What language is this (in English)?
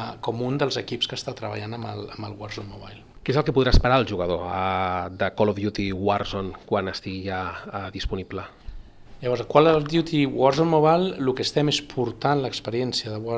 Catalan